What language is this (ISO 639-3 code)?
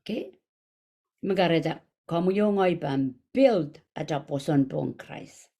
pon